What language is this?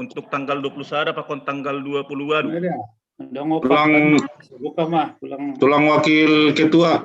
Batak Simalungun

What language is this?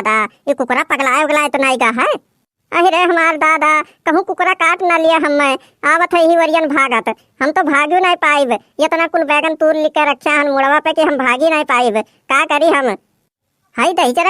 Awadhi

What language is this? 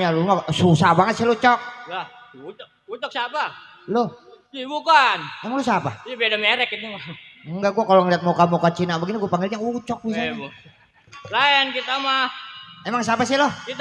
Betawi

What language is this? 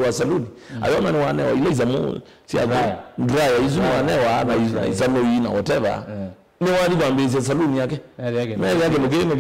Kamba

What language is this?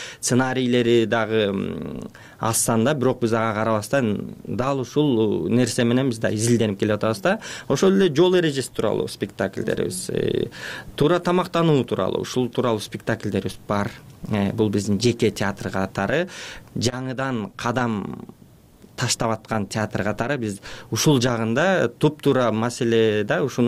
Kyrgyz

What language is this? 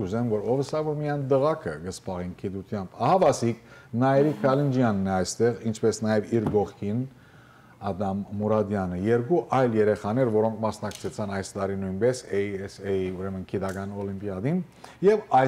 Western Armenian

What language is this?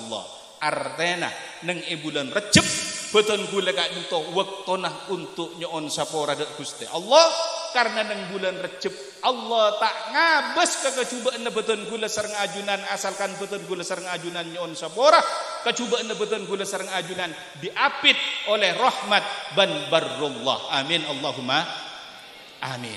Madurese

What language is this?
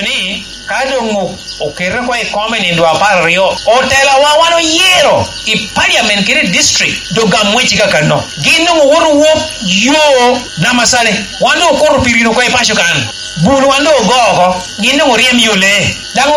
Lango (Uganda)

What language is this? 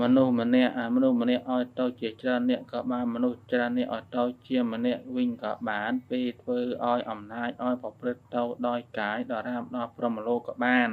Khmer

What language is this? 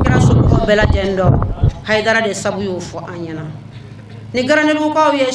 Bambara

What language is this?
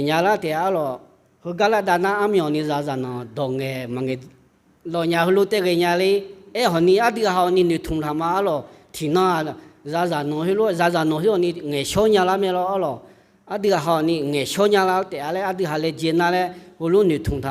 Akha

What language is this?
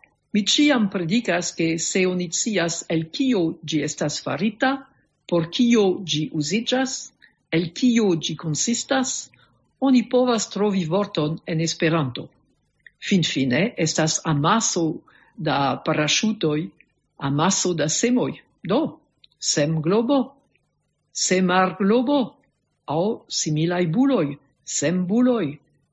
Esperanto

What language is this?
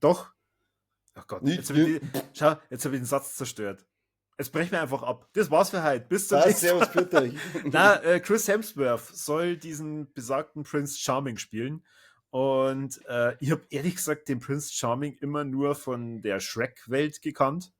Bavarian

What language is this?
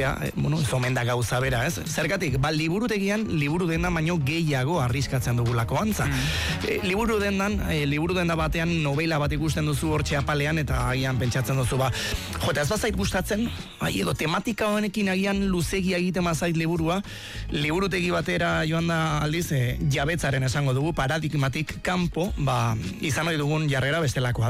Basque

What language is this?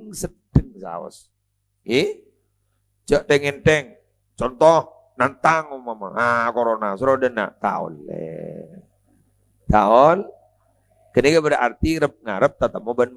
Madurese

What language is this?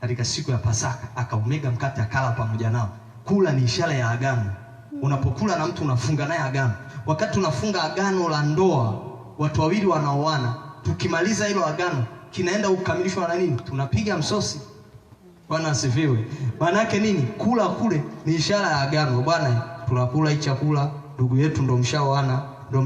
Swahili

